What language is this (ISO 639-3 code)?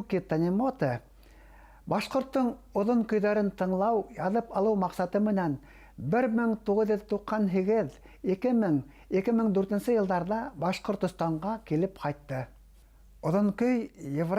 bak